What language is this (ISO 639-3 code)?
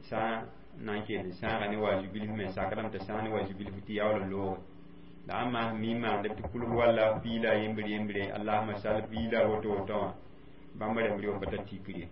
mos